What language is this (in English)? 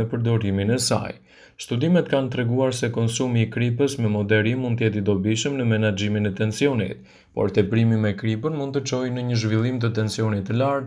Albanian